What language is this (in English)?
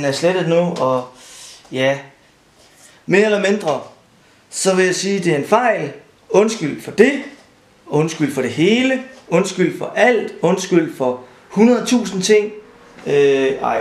Danish